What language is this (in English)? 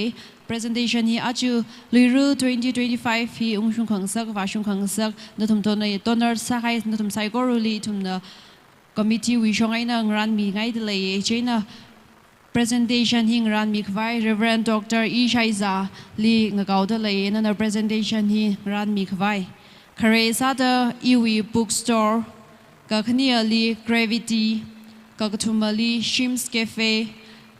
Tangkhul Naga (India)